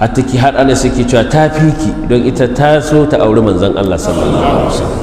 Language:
Hausa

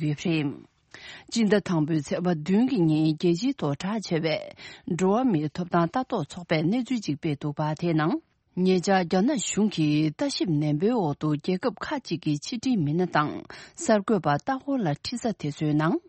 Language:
Tibetan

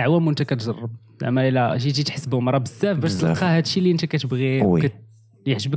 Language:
Moroccan Arabic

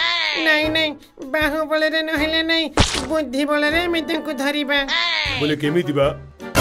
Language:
Odia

